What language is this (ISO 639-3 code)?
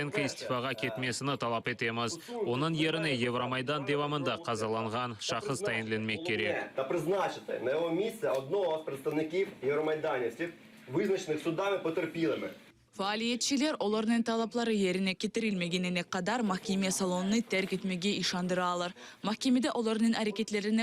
crh